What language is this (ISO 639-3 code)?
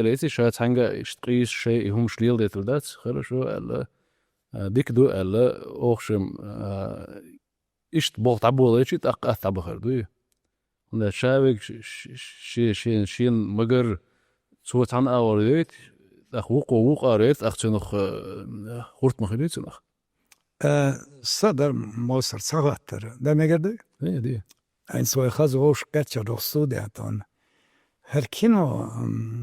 che